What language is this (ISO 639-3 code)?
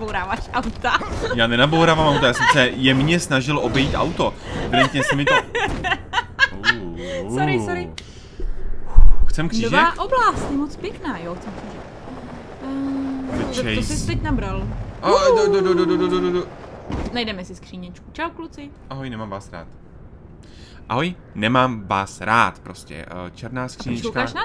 ces